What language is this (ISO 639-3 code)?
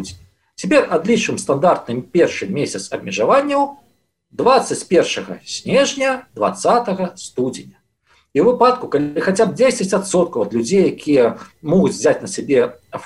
bel